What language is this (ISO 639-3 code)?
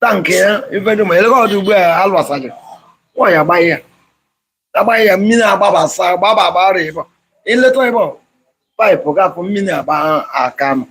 ibo